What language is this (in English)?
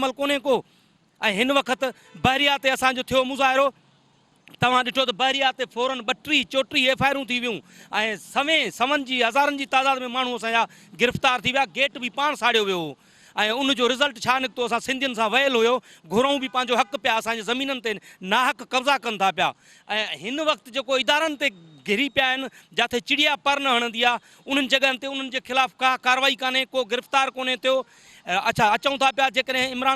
Sindhi